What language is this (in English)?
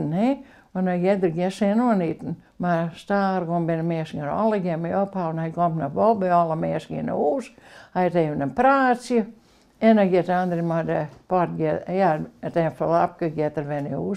Western Frisian